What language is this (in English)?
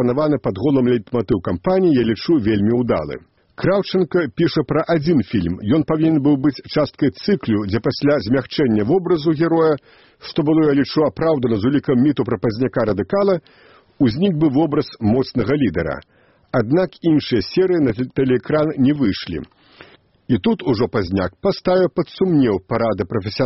Belarusian